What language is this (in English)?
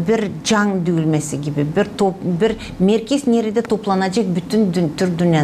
Gagauz